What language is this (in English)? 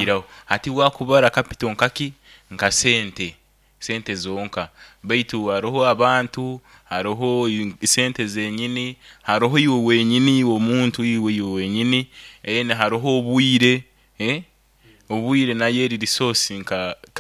Nyoro